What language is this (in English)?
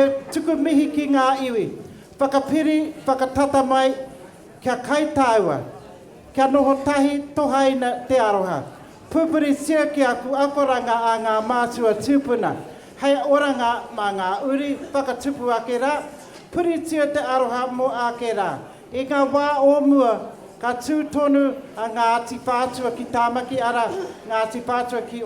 Māori